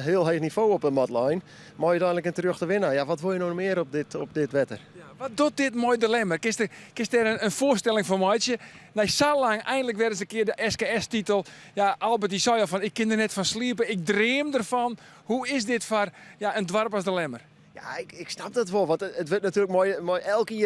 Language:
Western Frisian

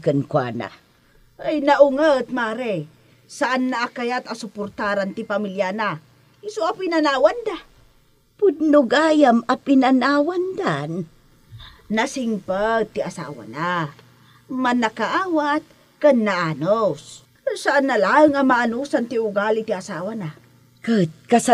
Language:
Iloko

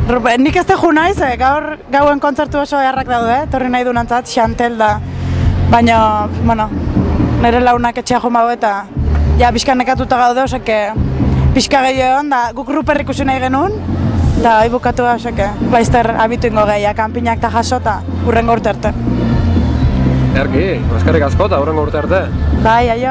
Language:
Basque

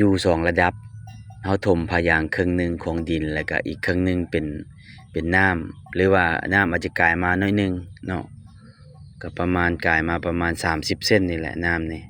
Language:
Lao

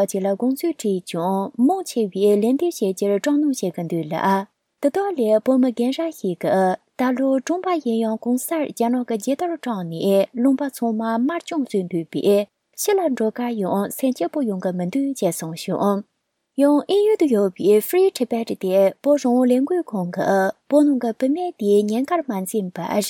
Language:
Tibetan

